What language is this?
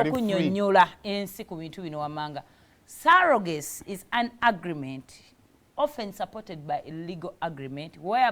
Ganda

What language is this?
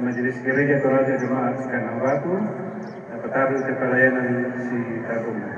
Toraja-Sa'dan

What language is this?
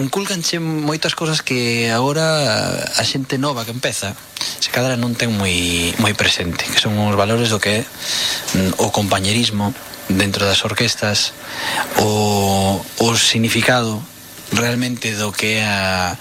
Galician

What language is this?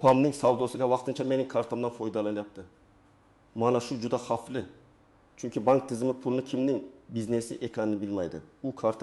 Uzbek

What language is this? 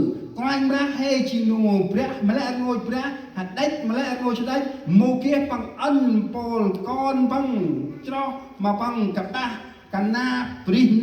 Central Mnong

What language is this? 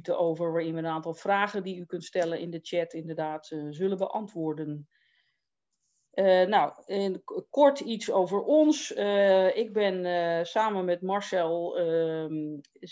Dutch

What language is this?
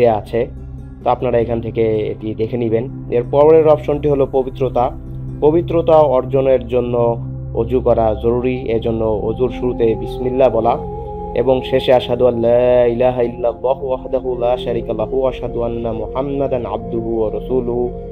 Bangla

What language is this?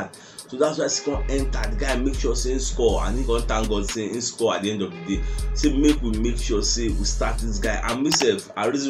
Nigerian Pidgin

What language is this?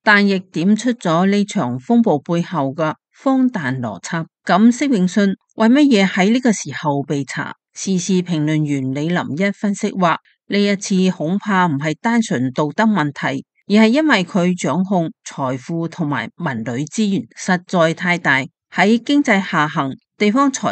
Cantonese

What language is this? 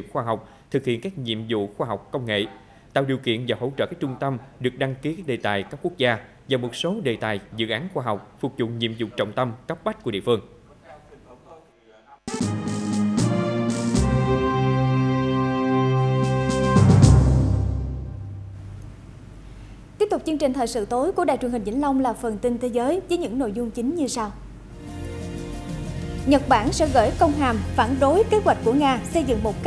Vietnamese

